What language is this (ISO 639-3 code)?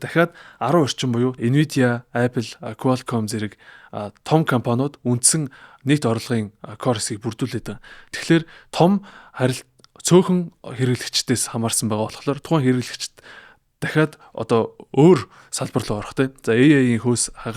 mon